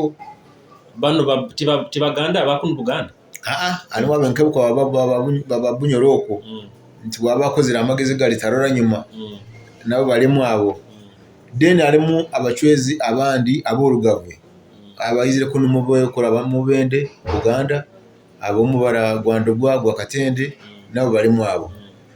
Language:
Nyoro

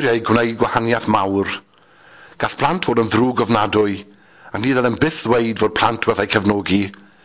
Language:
Welsh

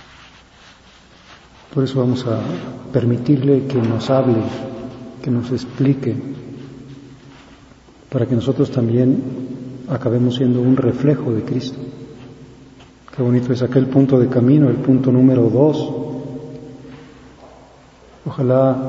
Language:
Spanish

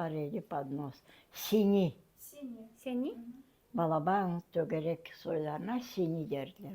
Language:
Crimean Tatar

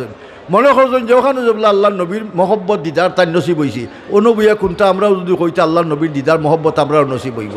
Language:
Sylheti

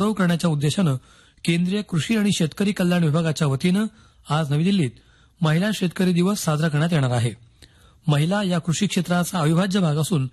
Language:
Marathi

